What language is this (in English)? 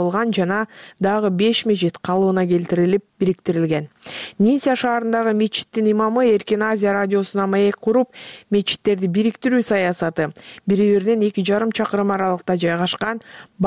Kyrgyz